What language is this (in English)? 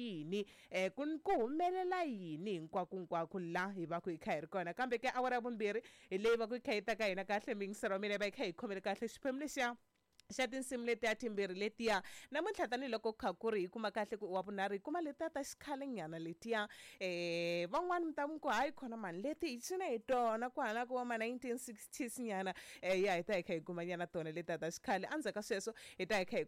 Tsonga